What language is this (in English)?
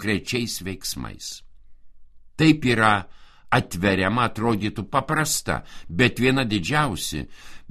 Lithuanian